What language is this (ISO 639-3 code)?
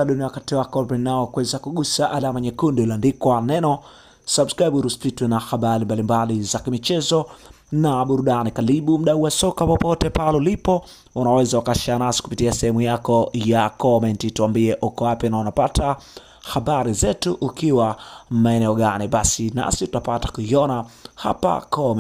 swa